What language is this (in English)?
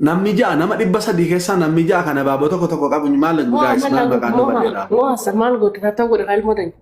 Oromo